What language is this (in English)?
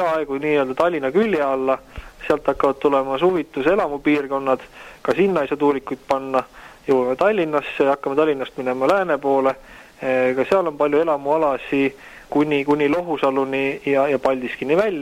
Estonian